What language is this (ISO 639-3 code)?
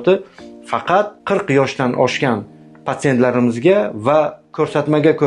uzb